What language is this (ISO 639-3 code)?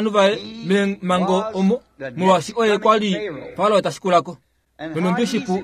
kua